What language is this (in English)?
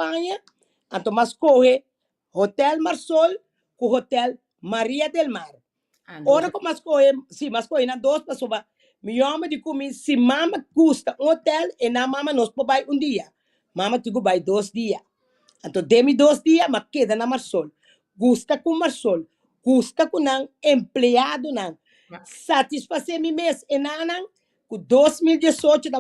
Papiamento